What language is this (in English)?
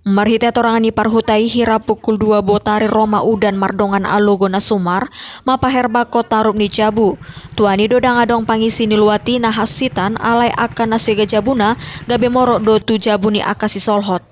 Batak Toba